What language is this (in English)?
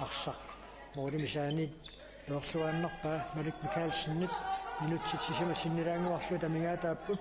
Kalaallisut